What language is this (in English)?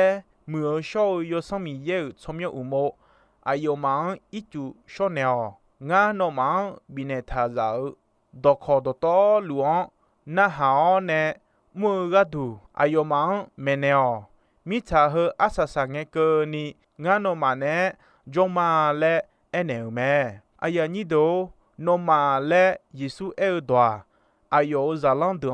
Akha